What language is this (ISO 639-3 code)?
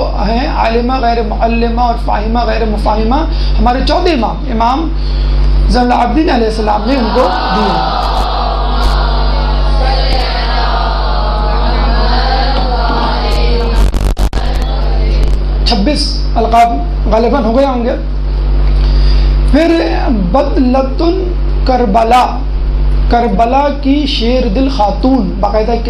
urd